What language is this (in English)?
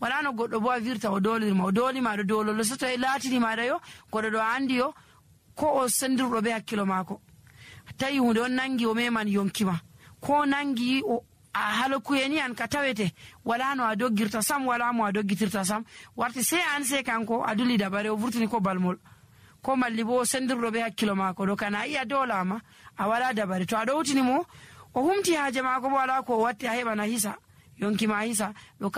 Nigerian Fulfulde